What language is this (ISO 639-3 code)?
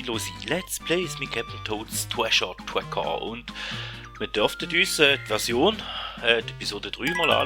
gsw